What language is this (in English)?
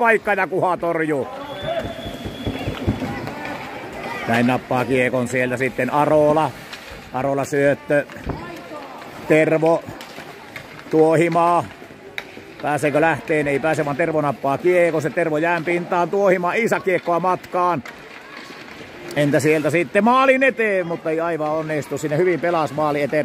Finnish